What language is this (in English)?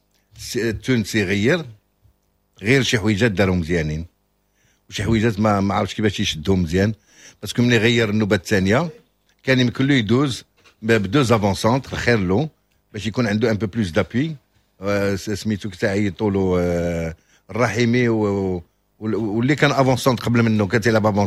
Moroccan Arabic